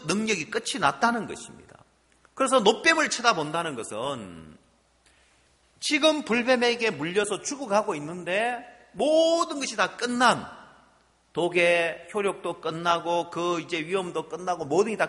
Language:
Korean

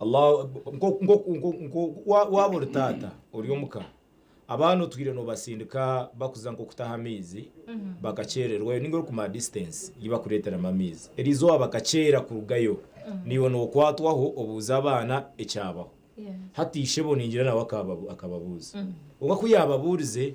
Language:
Nyankole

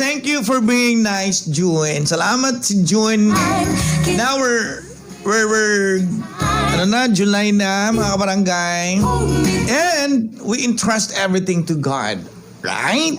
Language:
Hiligaynon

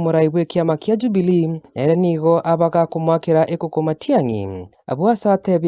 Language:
Gusii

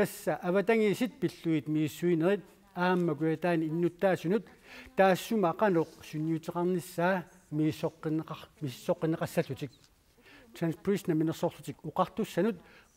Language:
Kalaallisut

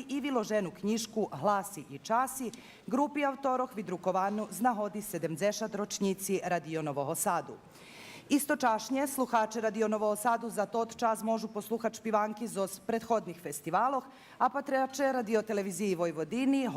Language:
Rusyn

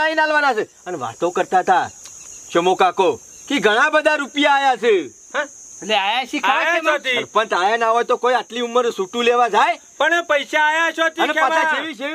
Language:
Gujarati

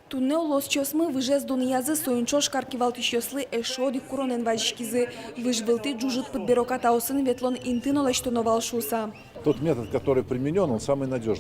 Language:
Udmurt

